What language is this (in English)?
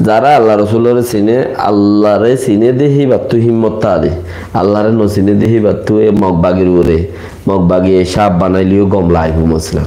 Rohingya